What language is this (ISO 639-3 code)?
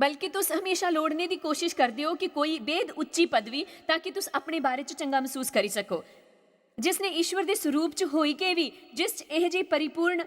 doi